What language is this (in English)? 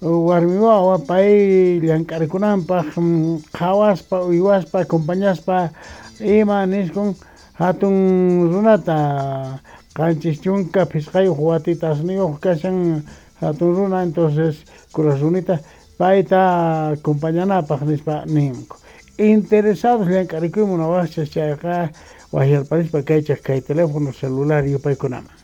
South Bolivian Quechua